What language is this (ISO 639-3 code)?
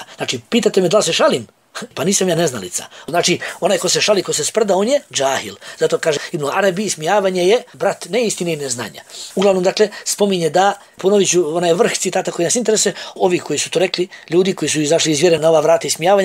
bos